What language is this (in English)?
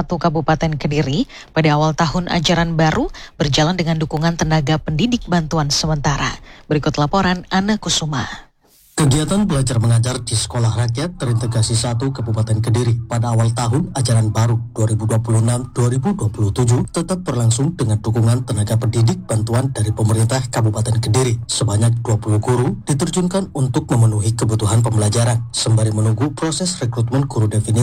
Indonesian